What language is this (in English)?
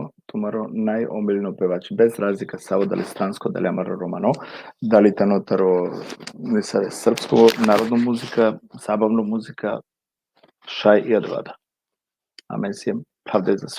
Balkan Romani